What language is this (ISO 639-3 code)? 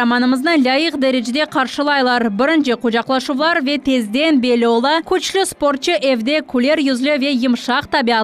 crh